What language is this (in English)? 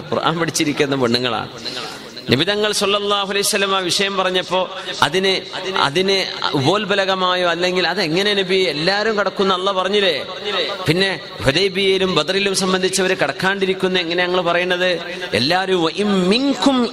Malayalam